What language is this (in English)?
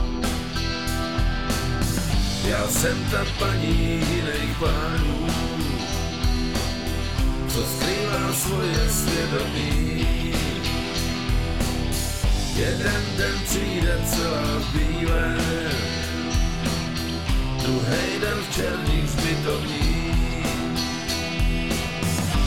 Czech